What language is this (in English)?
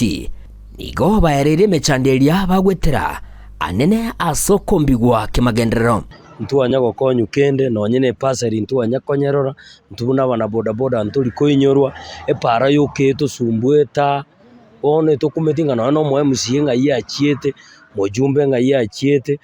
Gusii